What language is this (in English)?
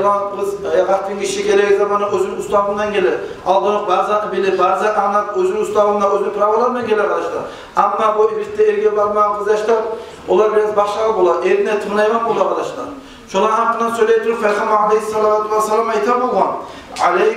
Kumyk